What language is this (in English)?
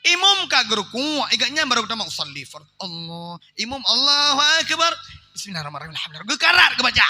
Achinese